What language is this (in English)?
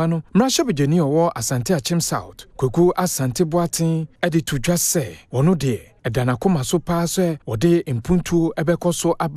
Akan